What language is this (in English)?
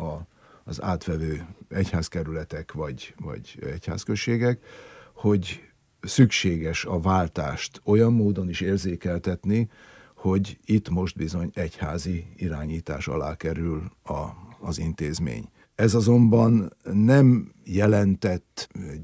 Hungarian